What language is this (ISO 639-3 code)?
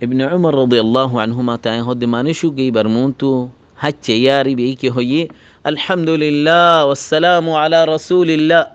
rhg